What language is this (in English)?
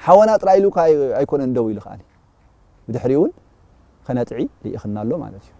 Tigrinya